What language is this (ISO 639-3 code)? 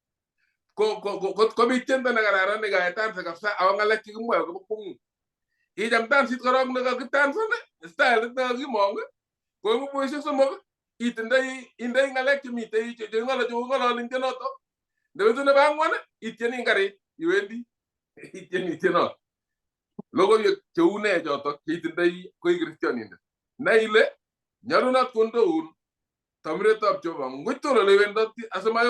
kln